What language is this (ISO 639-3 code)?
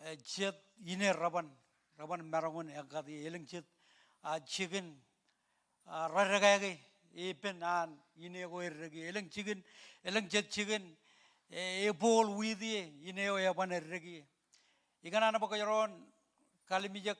mah